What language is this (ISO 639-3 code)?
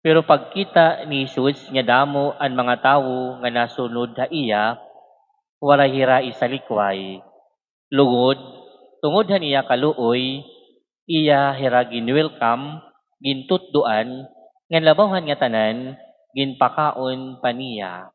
war